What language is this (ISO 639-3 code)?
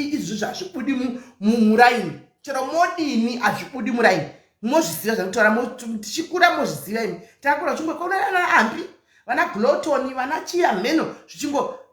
sna